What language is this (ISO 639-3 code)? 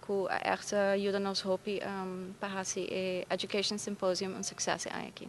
pap